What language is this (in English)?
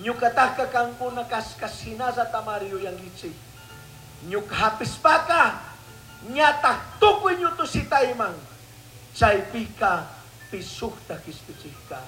Chimborazo Highland Quichua